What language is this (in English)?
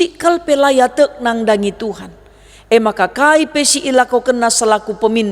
Batak Karo